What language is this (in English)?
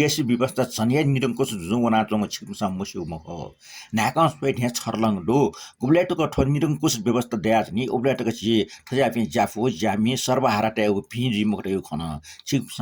Newari